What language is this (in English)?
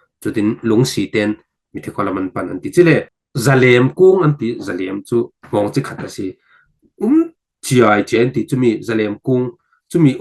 Falam Chin